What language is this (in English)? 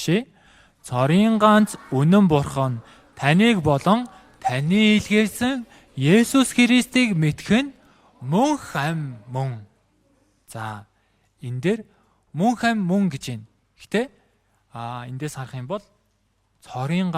Mongolian